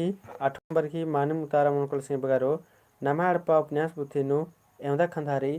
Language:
Kurukh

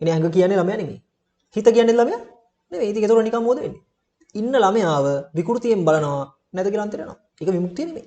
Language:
Sinhala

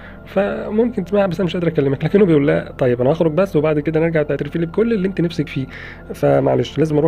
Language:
Egyptian Arabic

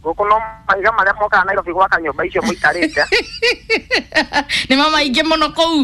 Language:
Kikuyu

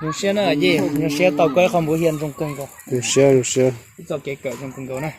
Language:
Hmong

